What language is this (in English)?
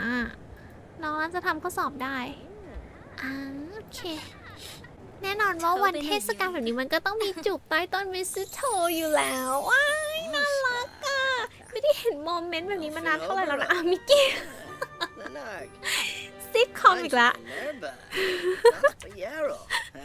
Thai